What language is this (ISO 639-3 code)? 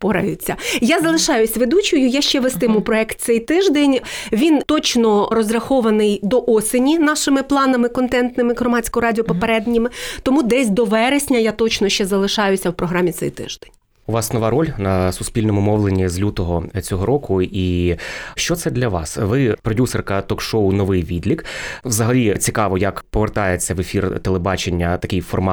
ukr